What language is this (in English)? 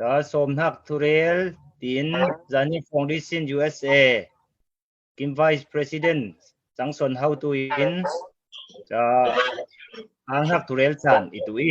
Falam Chin